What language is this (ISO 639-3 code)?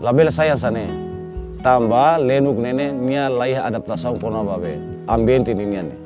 tet